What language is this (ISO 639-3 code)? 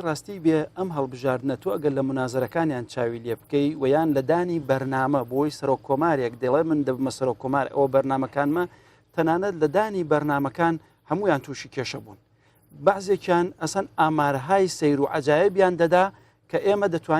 ckb